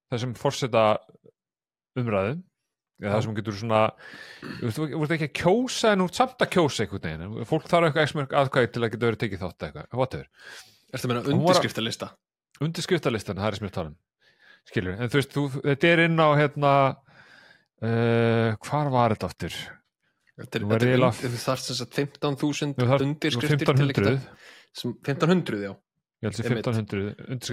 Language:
Icelandic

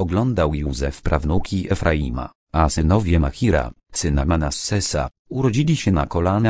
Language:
Polish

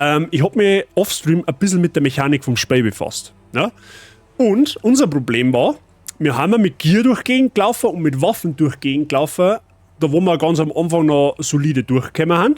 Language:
Bavarian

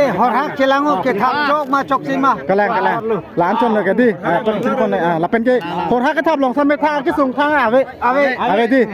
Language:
Karbi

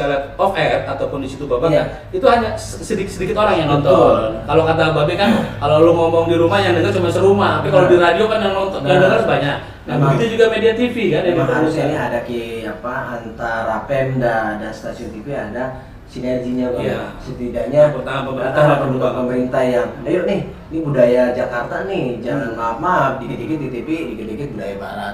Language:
Betawi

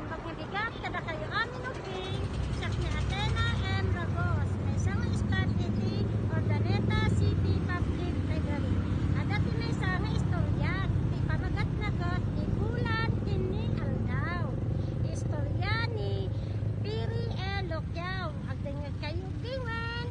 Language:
Iloko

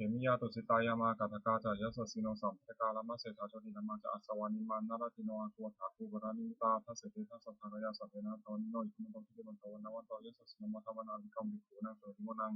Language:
Pali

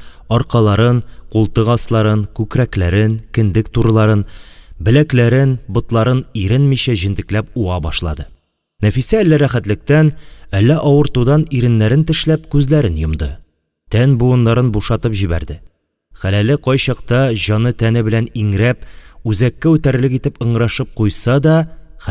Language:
Tatar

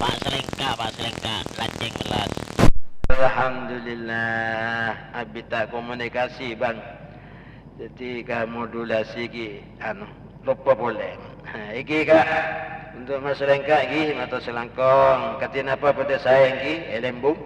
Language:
Madurese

